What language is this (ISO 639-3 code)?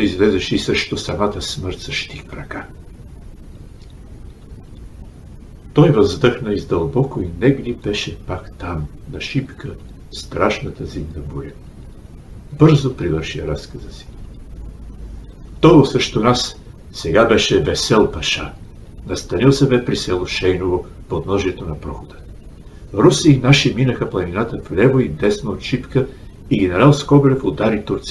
bul